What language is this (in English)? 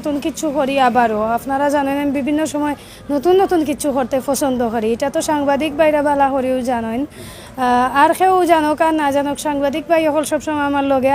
Sylheti